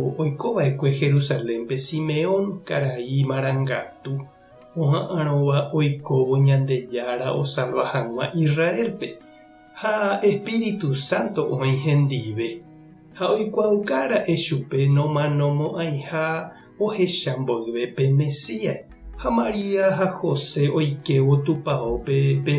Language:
Guarani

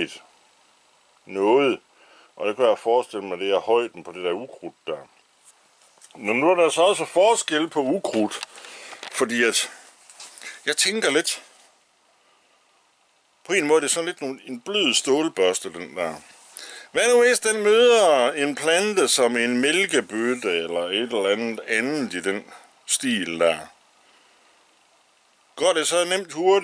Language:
Danish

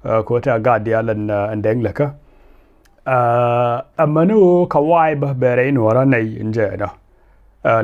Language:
Nuer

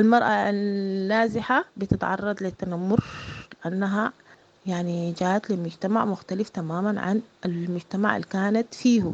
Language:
Sudanese Arabic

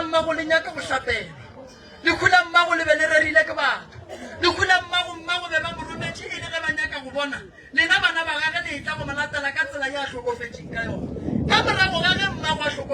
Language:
Northern Sotho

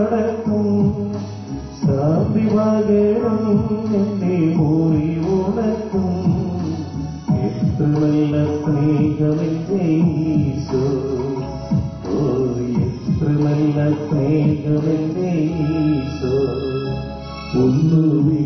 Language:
Malayalam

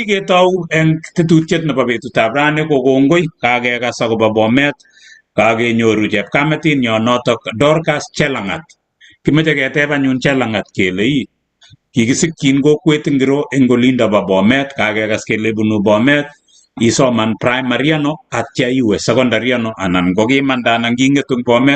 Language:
Kalenjin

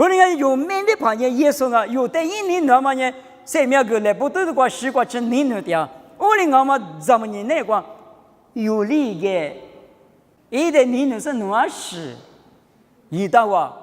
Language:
Lisu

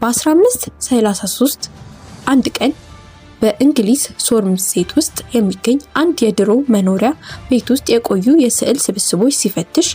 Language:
Amharic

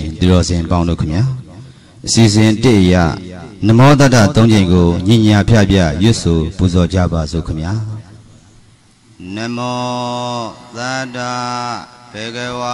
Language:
Burmese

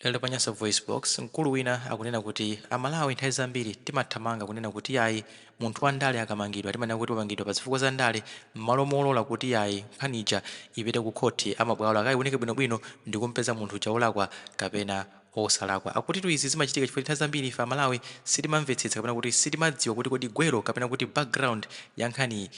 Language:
Nyanja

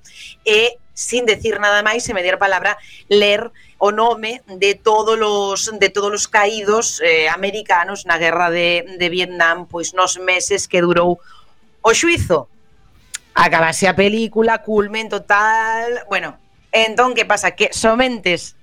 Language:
Galician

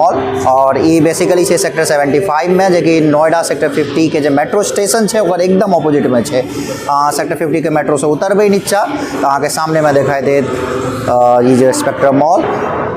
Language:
Maithili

